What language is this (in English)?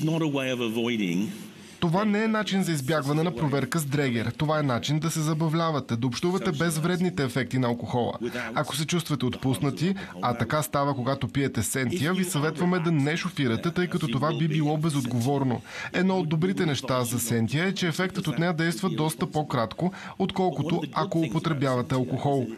Bulgarian